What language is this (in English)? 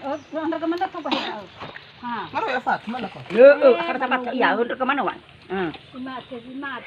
Nias